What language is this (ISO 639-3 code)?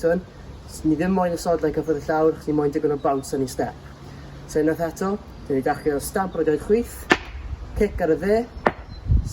cym